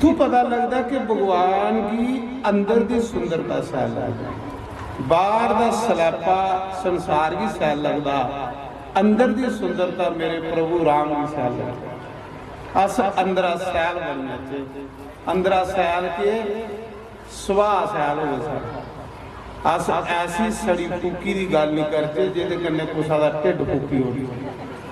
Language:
Dogri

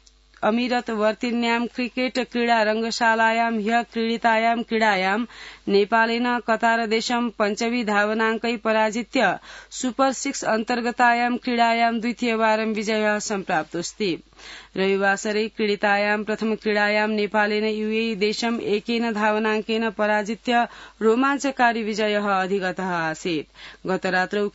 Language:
Sanskrit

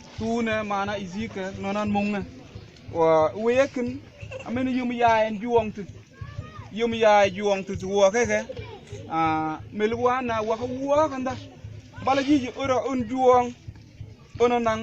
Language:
Mabaan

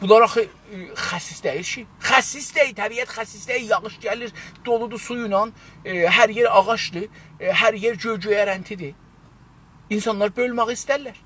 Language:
South Azerbaijani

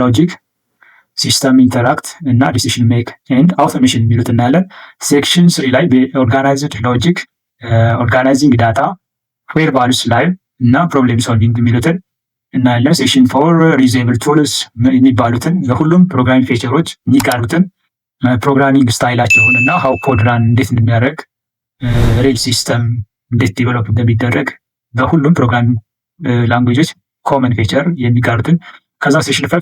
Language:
Amharic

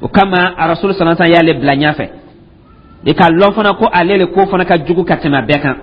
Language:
Dyula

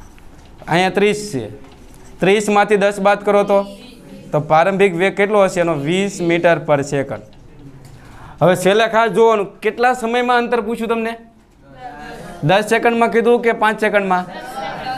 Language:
Gujarati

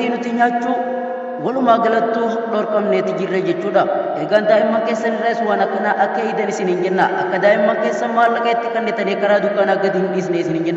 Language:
Oromo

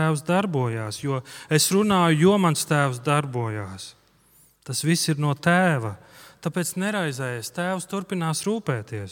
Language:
Latvian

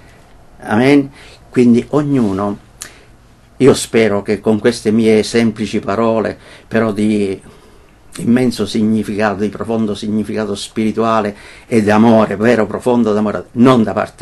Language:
Italian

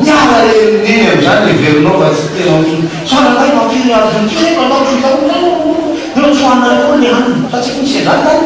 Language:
Malagasy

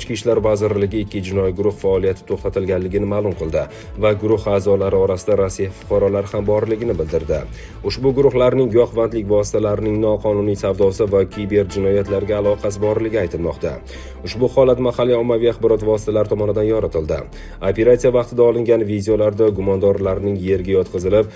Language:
Uzbek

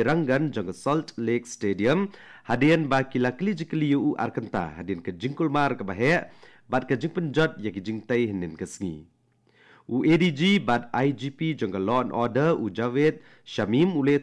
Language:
Khasi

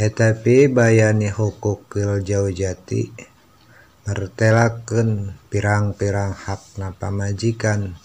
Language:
Sundanese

